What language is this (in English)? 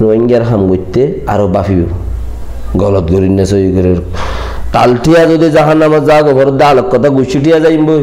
Rohingya